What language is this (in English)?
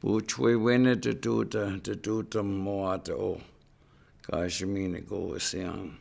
Chippewa